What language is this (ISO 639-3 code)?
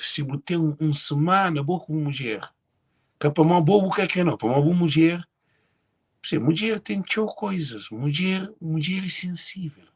kea